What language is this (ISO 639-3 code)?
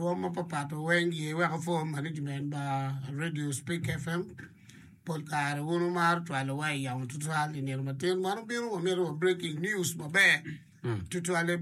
ach